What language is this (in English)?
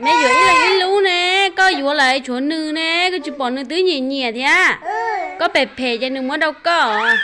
Hmong